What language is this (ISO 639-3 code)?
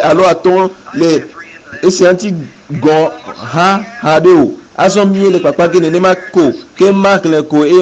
ewe